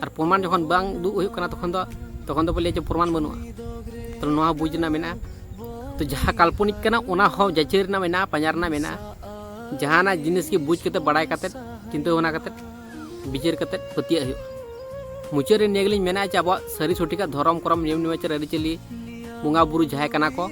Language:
Santali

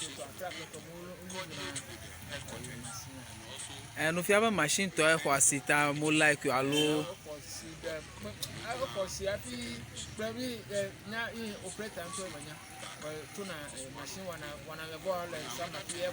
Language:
Ewe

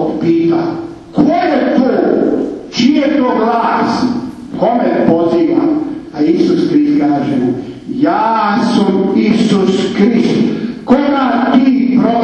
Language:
Croatian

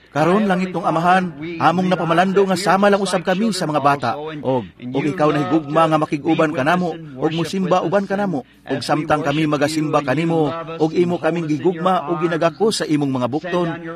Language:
Cebuano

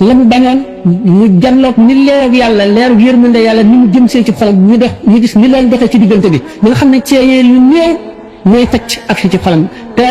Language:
Wolof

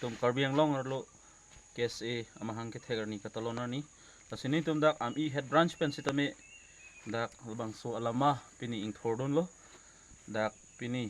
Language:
Karbi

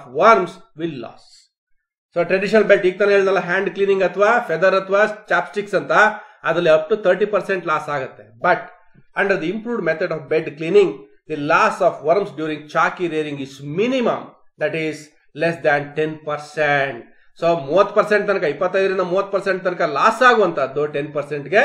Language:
Kannada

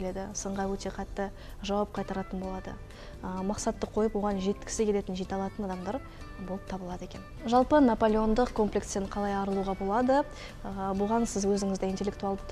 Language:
Kazakh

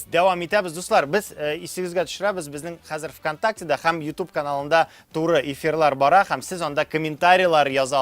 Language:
Tatar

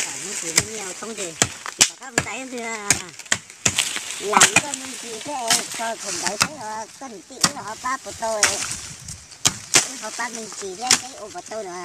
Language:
Hmong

